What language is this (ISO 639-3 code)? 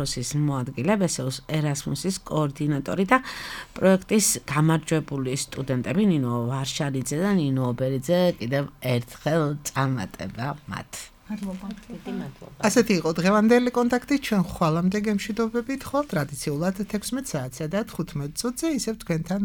kat